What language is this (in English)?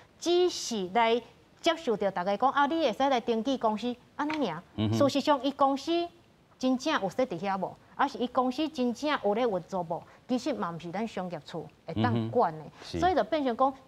Min Nan Chinese